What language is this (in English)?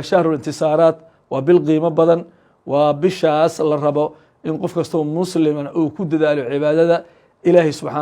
Somali